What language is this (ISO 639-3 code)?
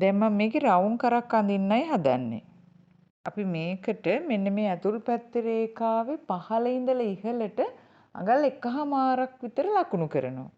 sin